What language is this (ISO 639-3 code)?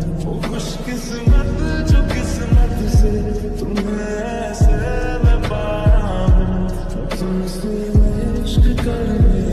hin